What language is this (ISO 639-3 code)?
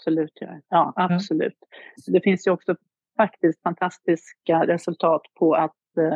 swe